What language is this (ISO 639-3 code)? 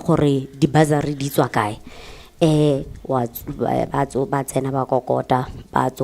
tsn